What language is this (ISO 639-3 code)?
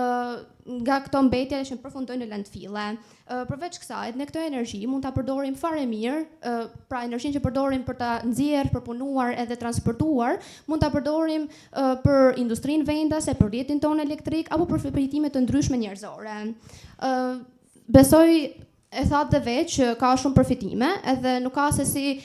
sqi